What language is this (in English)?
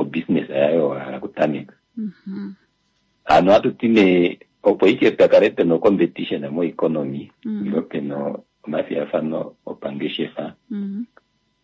Kuanyama